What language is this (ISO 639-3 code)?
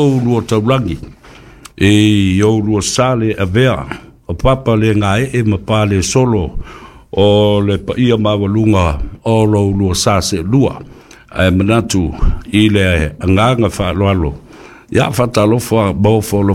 smo